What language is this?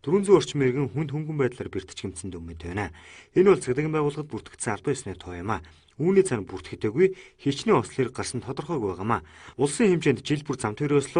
Mongolian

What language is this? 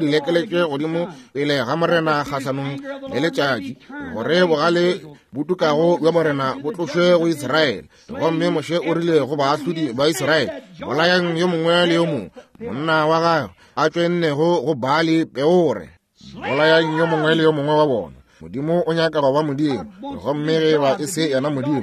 Northern Sotho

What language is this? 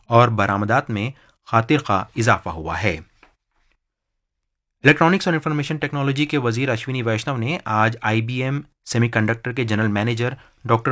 Urdu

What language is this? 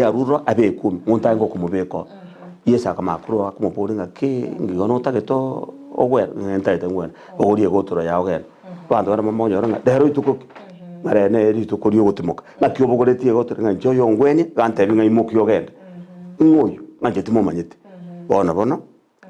Gusii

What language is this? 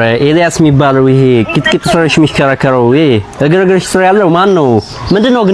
Amharic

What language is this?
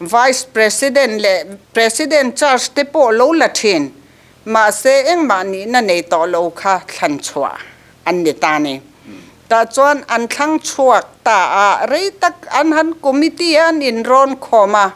Mizo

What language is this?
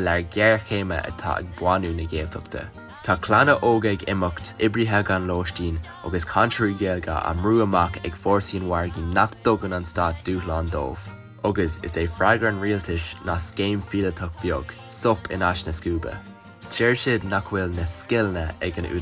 Irish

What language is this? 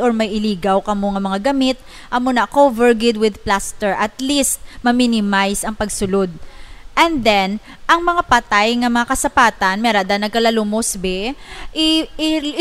Hiligaynon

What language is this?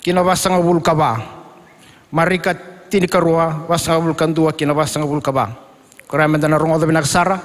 Fijian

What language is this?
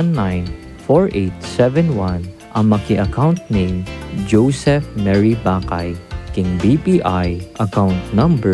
Pampanga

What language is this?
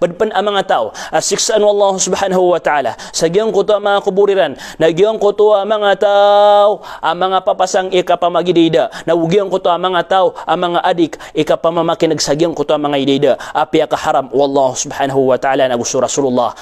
Maranao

